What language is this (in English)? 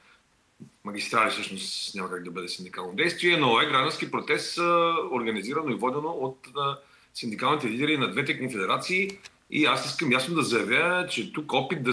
Bulgarian